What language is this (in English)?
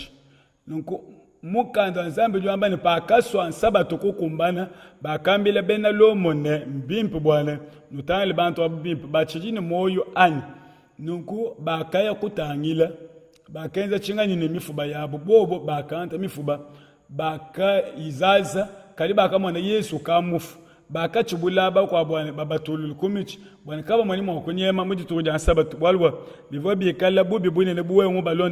Luba-Lulua